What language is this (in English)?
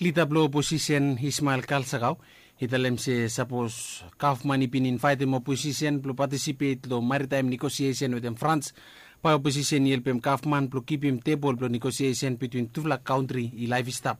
Bislama